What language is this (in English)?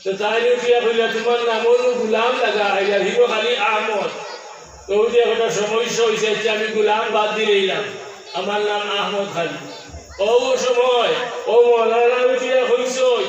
Sylheti